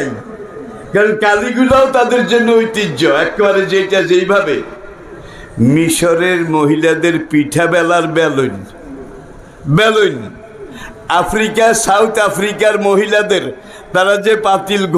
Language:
Bangla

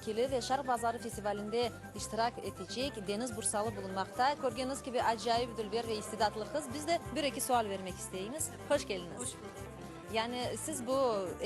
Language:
Crimean Tatar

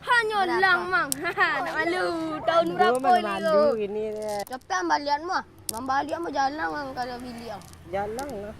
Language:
Minangkabau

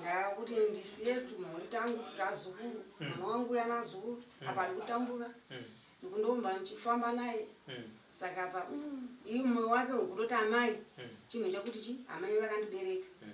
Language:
Shona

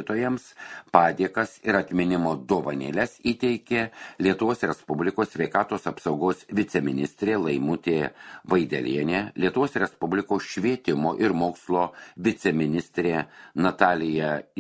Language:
Lithuanian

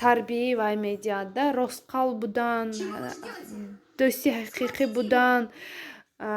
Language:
Tajik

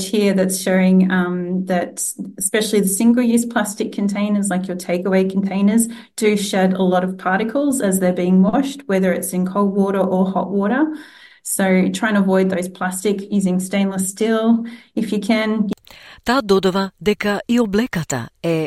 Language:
Macedonian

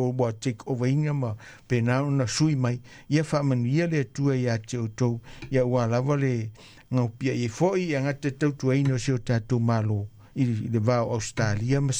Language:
Samoan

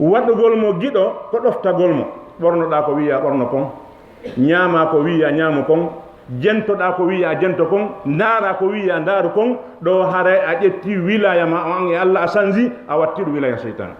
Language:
Fula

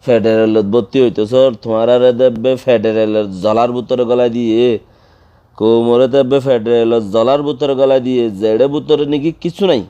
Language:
Rohingya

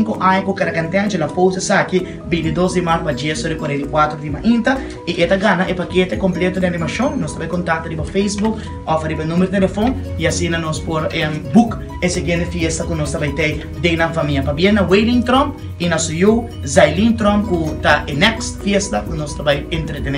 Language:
Papiamento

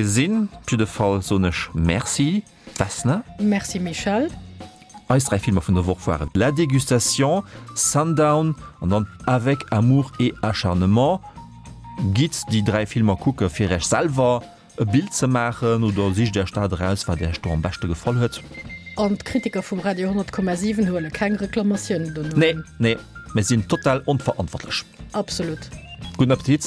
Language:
Luxembourgish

